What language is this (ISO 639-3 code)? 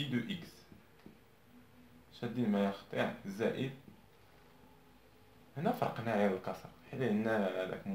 ary